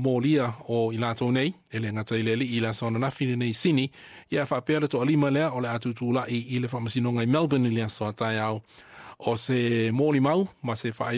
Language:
Samoan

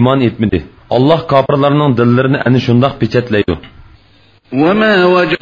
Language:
Uyghur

